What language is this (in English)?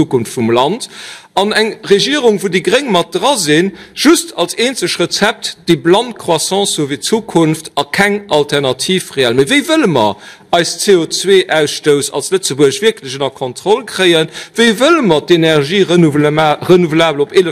Luxembourgish